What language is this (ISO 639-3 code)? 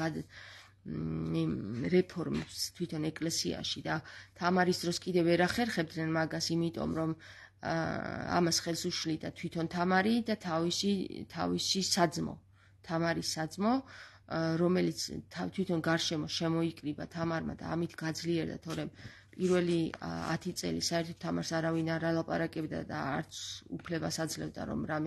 kat